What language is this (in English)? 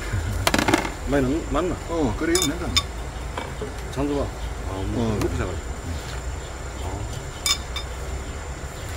Korean